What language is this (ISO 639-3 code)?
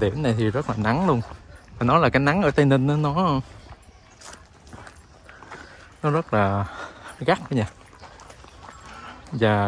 vie